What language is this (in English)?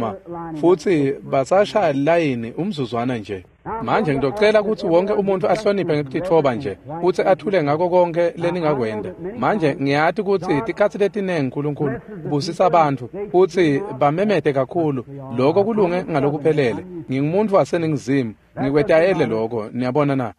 Swati